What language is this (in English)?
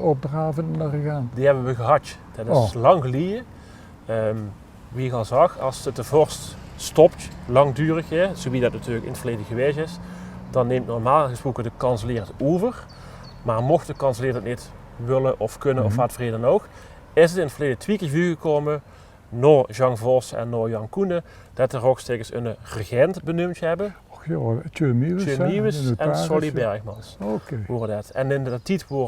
Limburgish